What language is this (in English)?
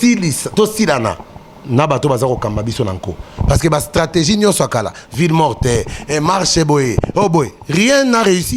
Lingala